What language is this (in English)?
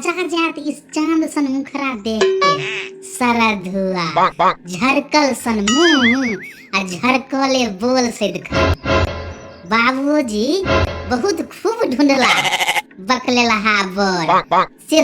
Maithili